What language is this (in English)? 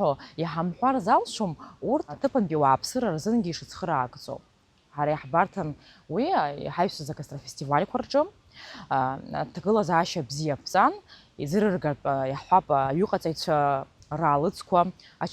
Abkhazian